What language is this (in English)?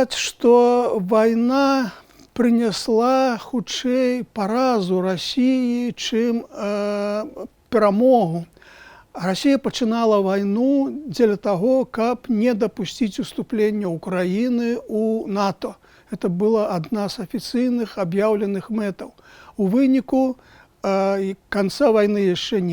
Belarusian